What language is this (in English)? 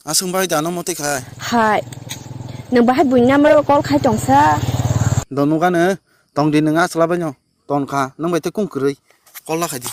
Kok Borok